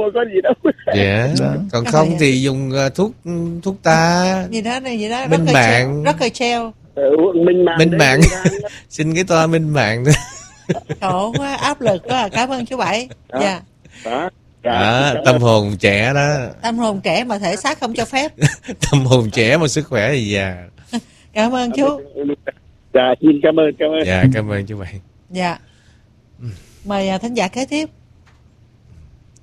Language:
Vietnamese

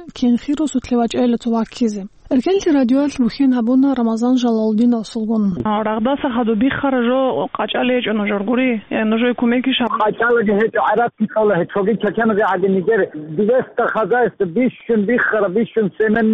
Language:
Avaric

